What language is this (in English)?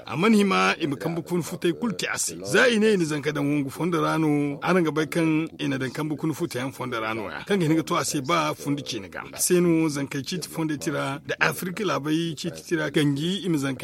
Zarma